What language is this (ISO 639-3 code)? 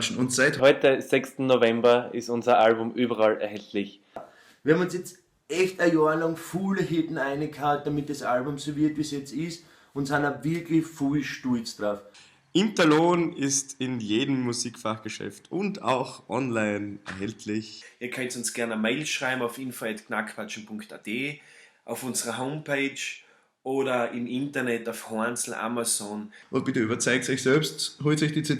bar